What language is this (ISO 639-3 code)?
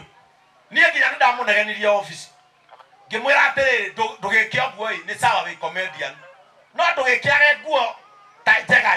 kik